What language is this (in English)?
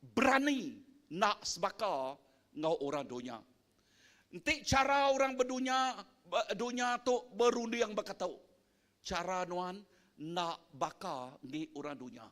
Iban